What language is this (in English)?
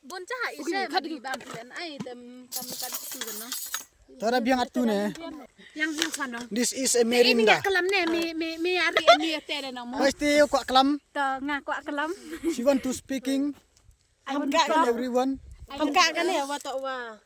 Khasi